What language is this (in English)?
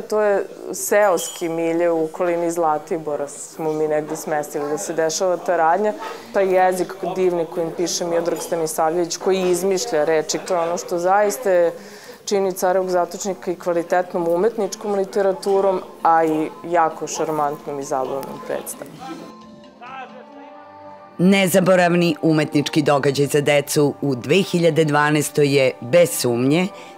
Serbian